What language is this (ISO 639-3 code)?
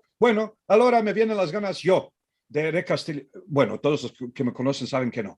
lad